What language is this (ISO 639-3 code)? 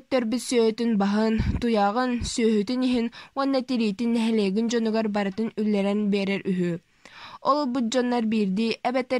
sah